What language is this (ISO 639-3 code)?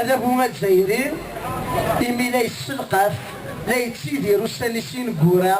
kab